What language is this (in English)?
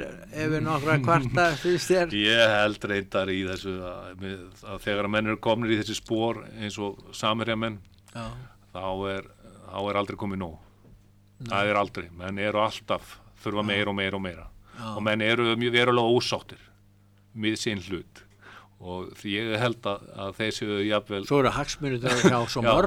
Icelandic